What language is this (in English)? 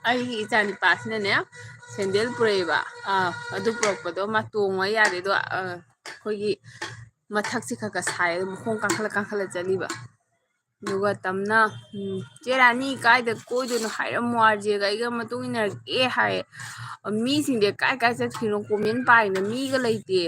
Manipuri